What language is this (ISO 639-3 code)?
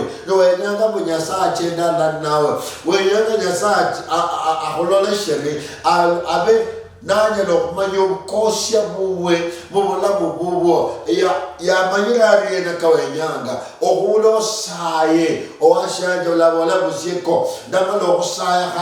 luy